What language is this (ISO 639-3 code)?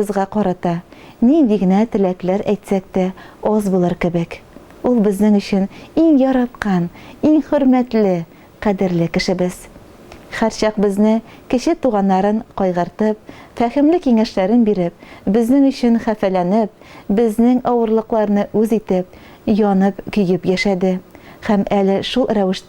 tat